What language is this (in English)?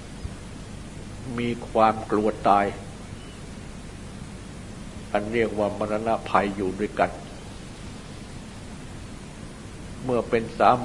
Thai